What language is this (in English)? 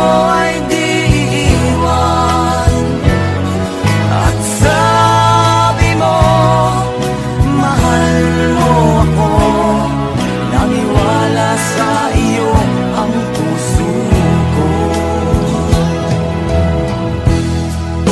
Filipino